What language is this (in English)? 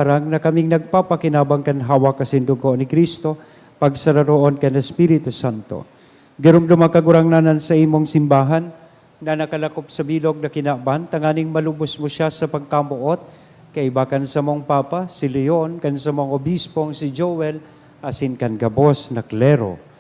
Bikol